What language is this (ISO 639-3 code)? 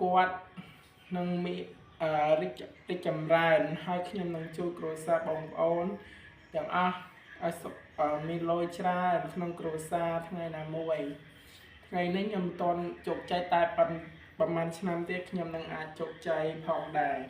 khm